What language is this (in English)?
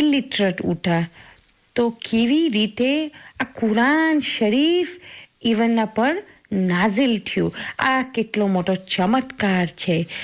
Gujarati